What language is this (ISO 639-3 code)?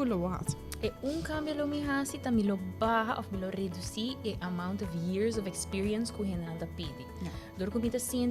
pap